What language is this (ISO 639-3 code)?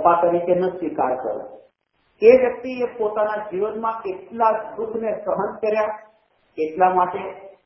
guj